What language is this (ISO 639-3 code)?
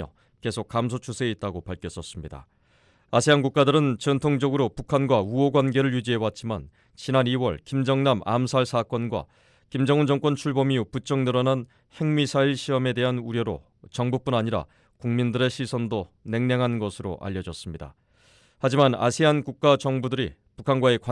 kor